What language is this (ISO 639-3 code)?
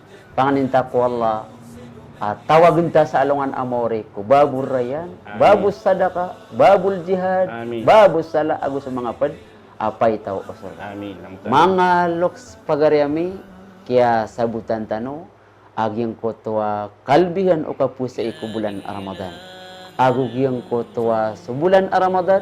mrw